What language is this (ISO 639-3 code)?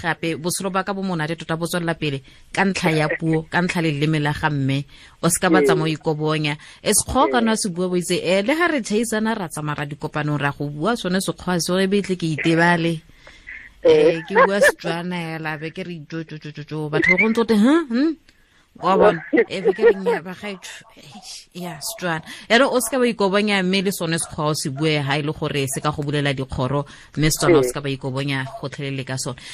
tsn